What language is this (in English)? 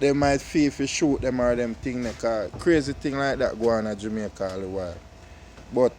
Jamaican Creole English